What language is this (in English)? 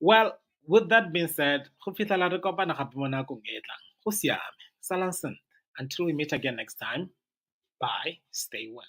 Tswana